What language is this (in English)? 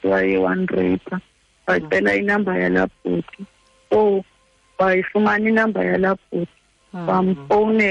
Xhosa